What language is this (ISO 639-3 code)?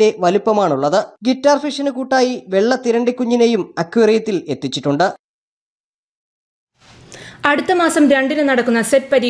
mal